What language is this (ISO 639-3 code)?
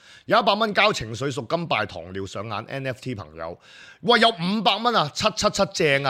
yue